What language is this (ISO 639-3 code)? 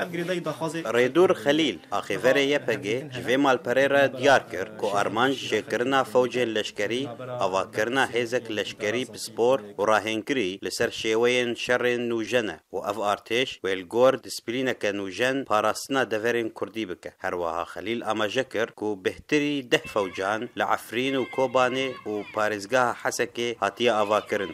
kur